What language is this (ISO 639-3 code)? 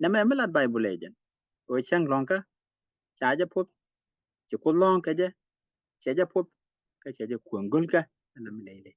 nus